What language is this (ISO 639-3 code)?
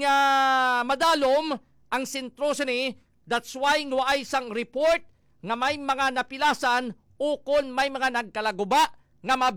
hil